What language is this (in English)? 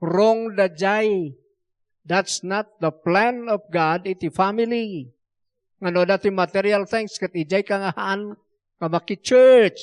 Iloko